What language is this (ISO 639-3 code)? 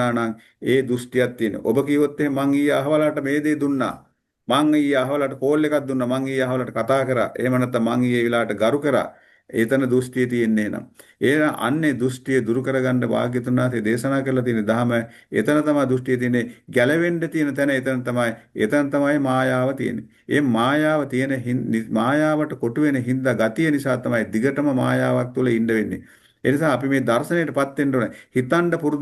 sin